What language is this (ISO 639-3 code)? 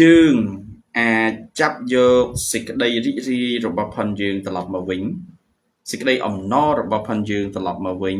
khm